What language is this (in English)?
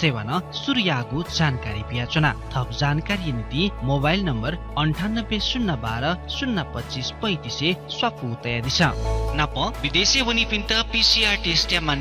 Newari